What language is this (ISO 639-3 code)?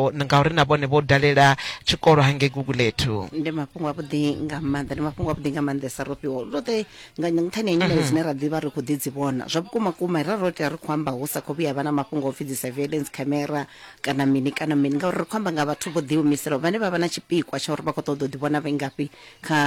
ven